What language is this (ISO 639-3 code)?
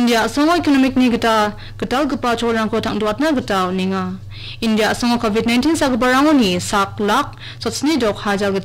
grt